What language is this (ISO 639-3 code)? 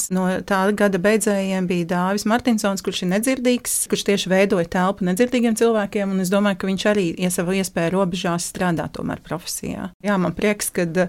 lav